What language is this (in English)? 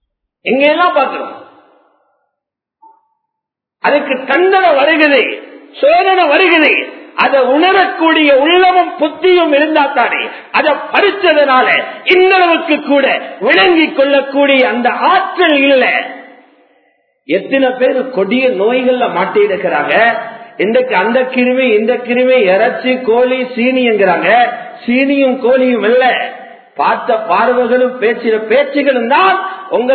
Tamil